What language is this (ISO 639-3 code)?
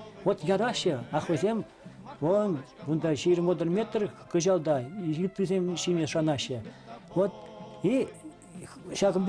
chv